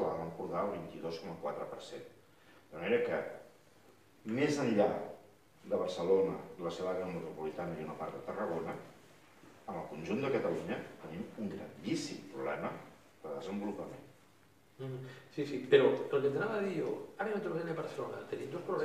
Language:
Catalan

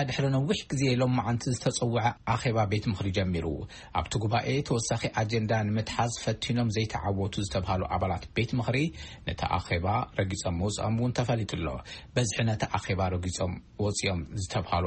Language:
Tigrinya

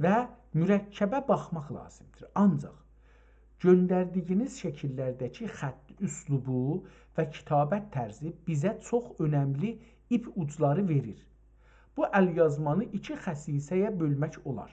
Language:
South Azerbaijani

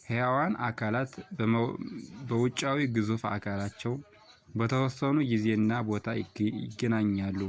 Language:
Amharic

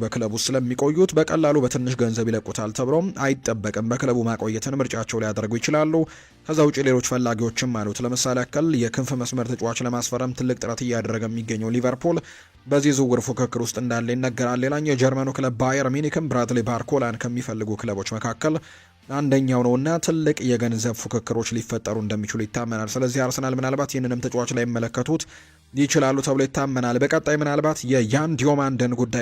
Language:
Amharic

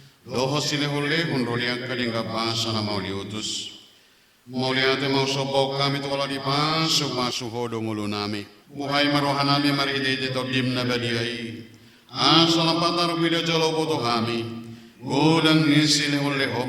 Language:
Batak Toba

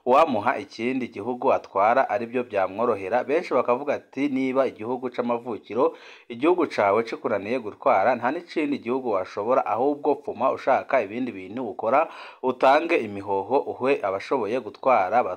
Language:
Rundi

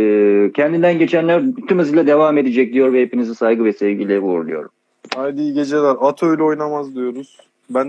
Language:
Turkish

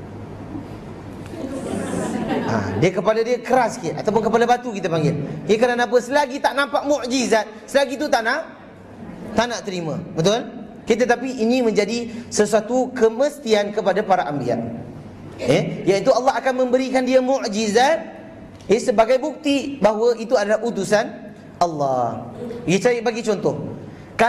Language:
Malay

